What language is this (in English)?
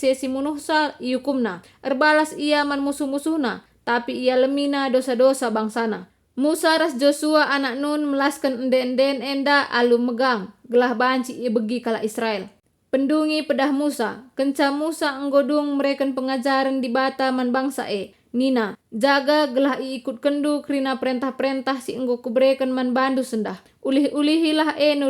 Batak Karo